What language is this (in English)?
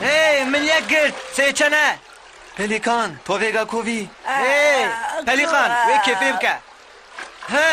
Kurdish